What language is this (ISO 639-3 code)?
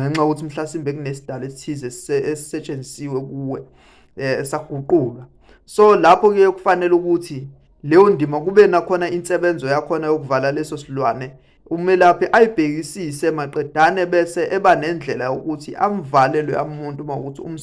zul